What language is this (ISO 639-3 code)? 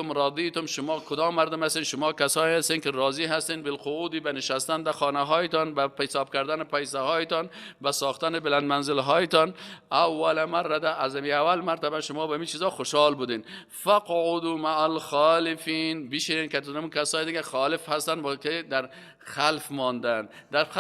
fas